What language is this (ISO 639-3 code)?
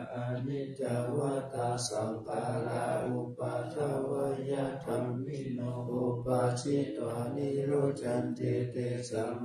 pli